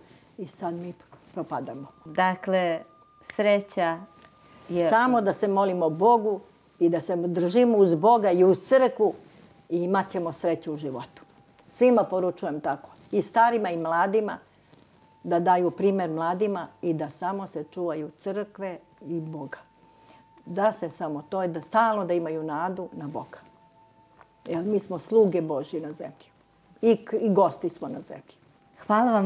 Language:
Serbian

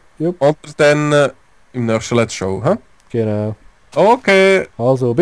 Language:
Swiss German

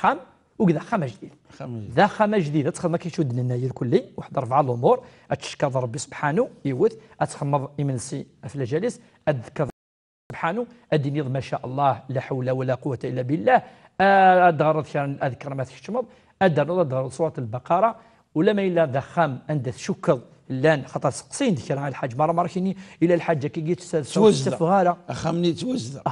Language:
Kabyle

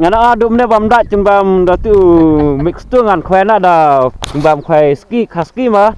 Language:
Khasi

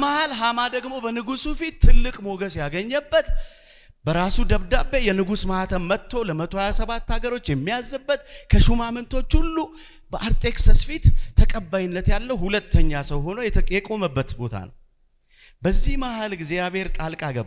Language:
Amharic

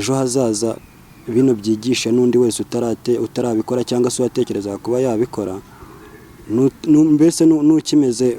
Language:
Kinyarwanda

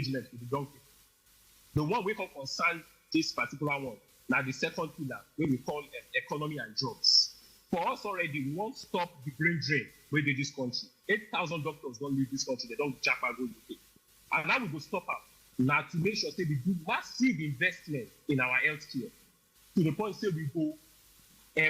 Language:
Nigerian Pidgin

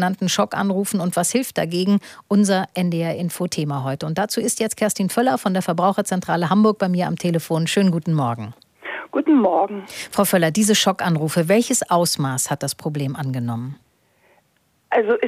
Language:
German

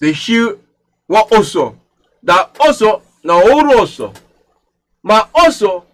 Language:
Sranan Tongo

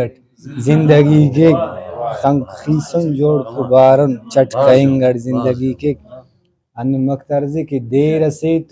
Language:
Brahui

